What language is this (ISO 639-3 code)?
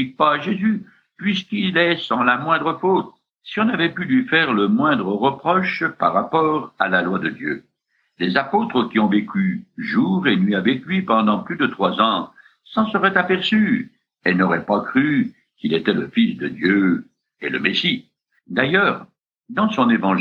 fra